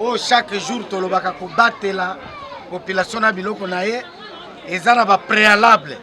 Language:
Lingala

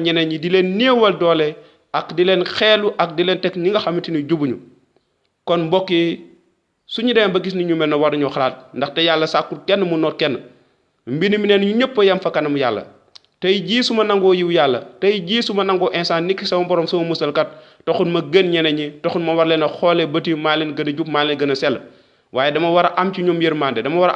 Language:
Wolof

